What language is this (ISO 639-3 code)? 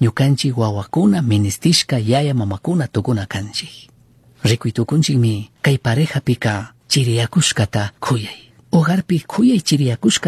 qug